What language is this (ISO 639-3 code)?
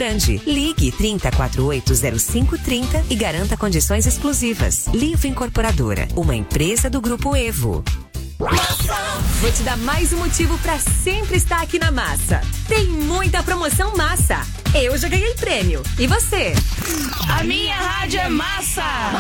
por